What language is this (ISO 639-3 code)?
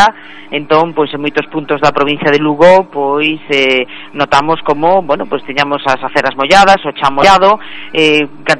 glg